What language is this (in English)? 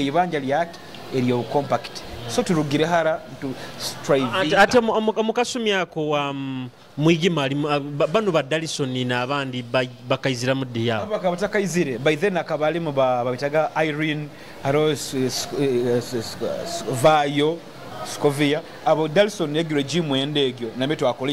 Nyoro